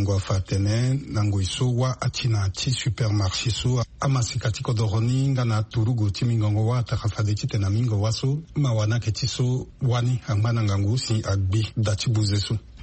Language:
Sango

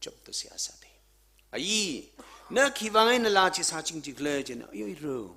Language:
Tangkhul Naga (India)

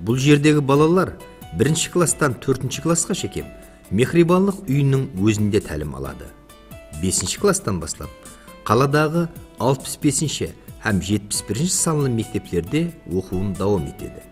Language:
Kara-Kalpak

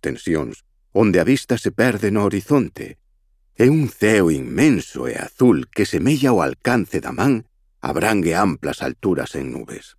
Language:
Galician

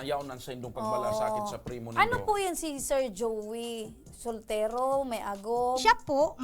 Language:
Bikol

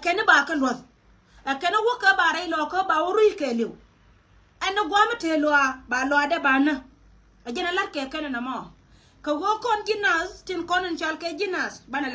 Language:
Nuer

